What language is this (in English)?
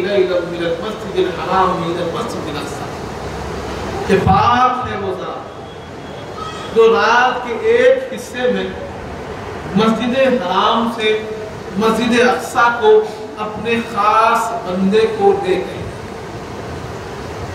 Urdu